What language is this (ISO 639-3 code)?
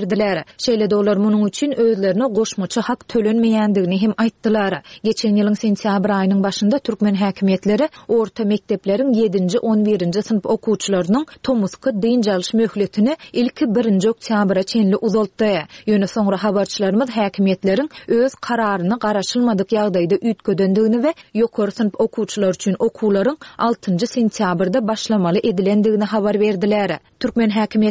tuk